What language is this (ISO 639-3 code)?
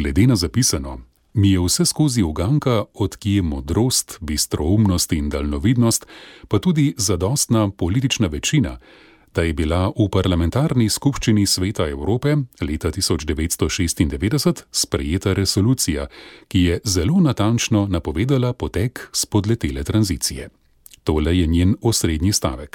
slv